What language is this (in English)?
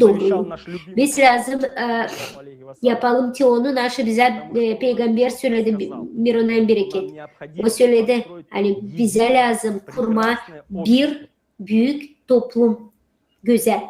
Gagauz